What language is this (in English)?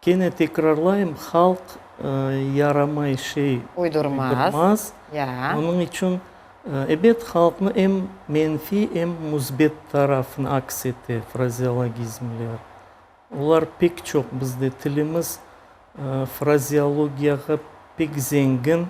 Crimean Tatar